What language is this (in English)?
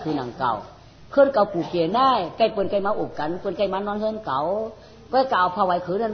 Shan